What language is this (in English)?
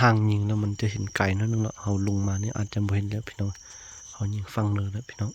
Lao